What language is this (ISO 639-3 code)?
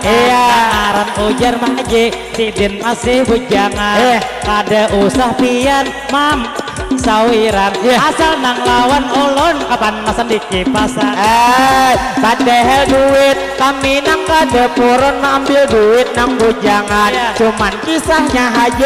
bjn